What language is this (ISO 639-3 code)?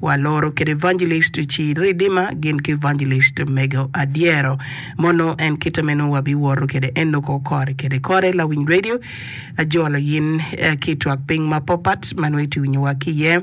ach